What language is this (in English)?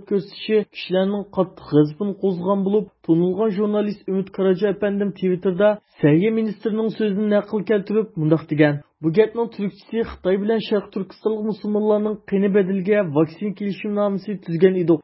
Uyghur